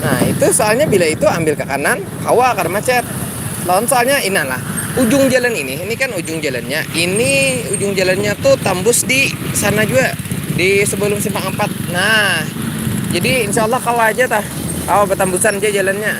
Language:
Banjar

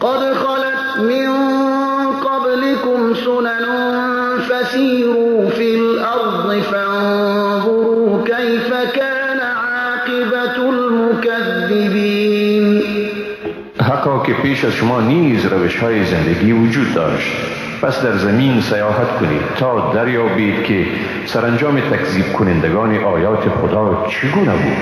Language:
Persian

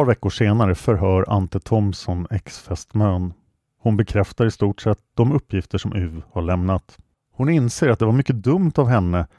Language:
Swedish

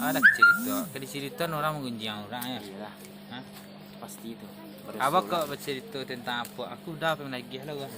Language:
Minangkabau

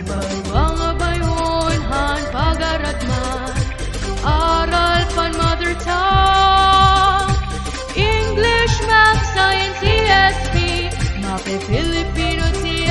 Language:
Waray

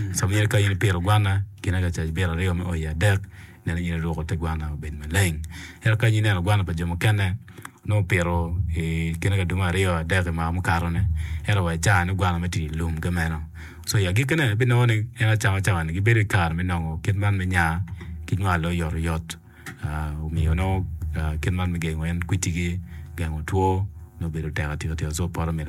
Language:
Acoli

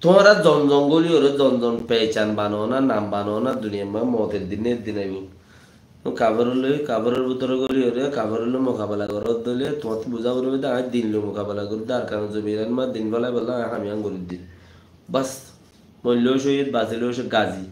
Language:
Rohingya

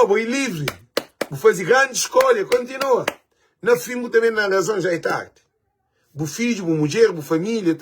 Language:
Kabuverdianu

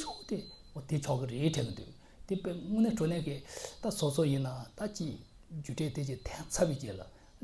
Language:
Tibetan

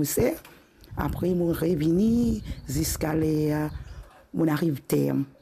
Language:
Morisyen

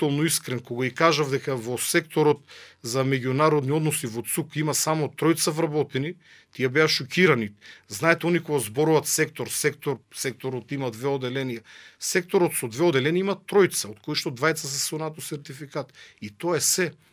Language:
Macedonian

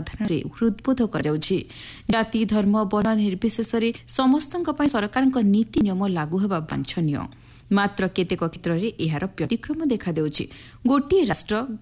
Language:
Odia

